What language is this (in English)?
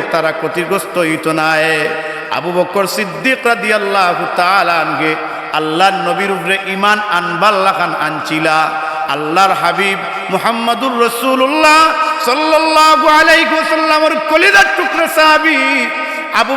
Sylheti